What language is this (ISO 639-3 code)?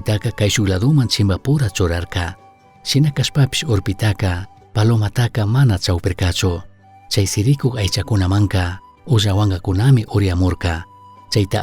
qug